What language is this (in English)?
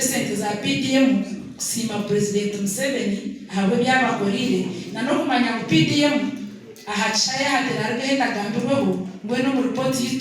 Nyankole